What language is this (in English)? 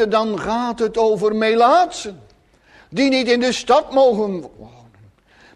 Dutch